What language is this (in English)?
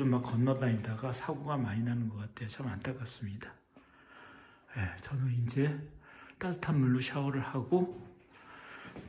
Korean